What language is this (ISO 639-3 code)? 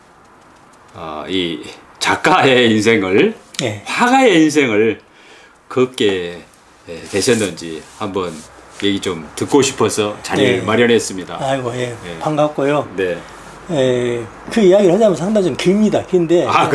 kor